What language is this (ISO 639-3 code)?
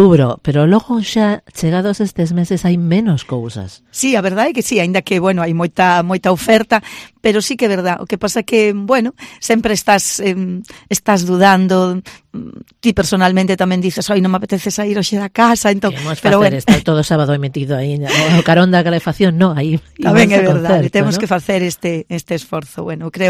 glg